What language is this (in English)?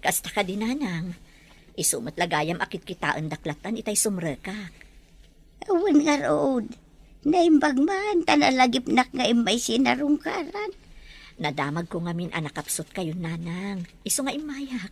Iloko